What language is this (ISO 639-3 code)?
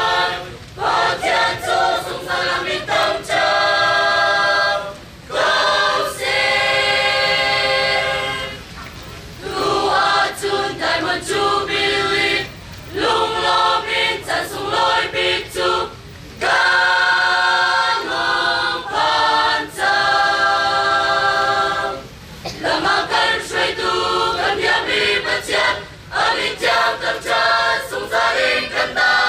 cnh